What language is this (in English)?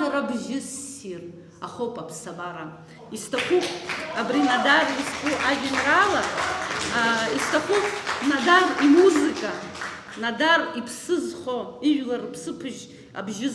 Abkhazian